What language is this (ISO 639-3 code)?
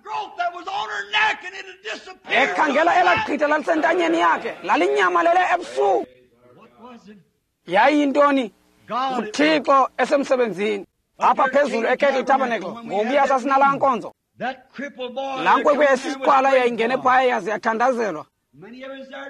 xho